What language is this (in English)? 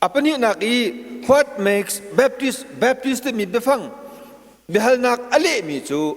Hakha Chin